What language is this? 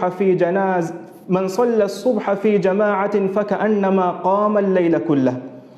Divehi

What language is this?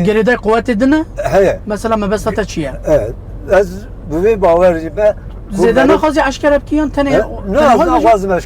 Kurdish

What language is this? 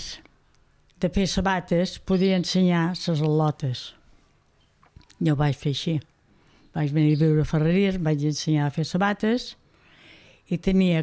Catalan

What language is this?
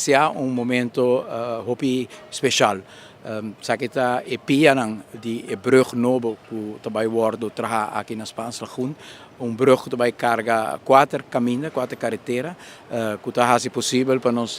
Papiamento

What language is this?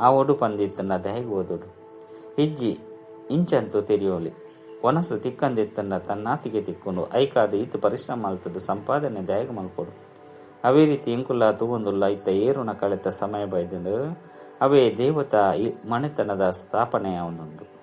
Tulu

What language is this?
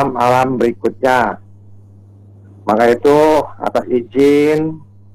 Indonesian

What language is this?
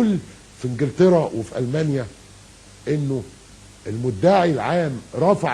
Egyptian Arabic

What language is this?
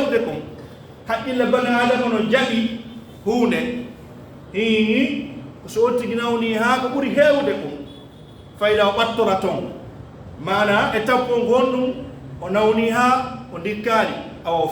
Pular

